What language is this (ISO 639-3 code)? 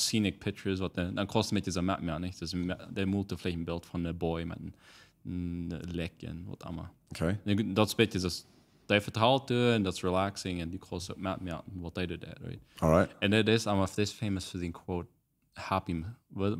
pdt